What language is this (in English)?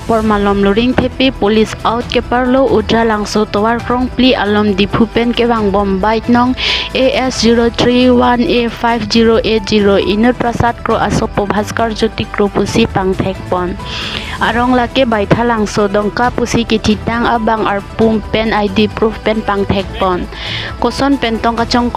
Karbi